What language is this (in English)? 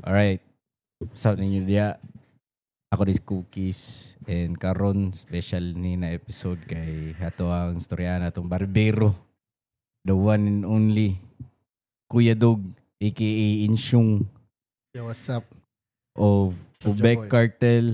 Cebuano